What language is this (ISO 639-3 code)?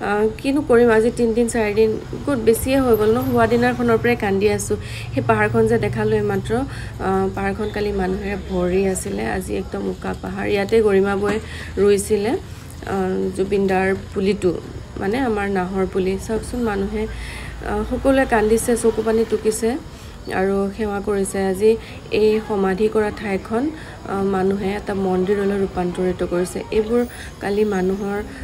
asm